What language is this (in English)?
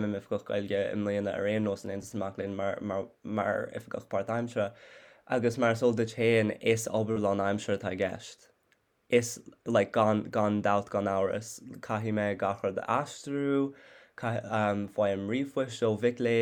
Irish